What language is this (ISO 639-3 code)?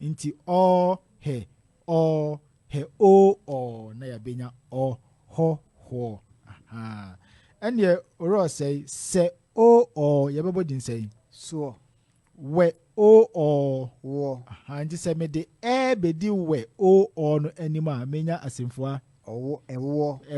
aka